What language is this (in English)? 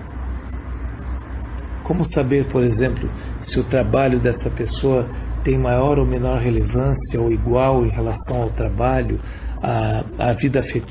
Portuguese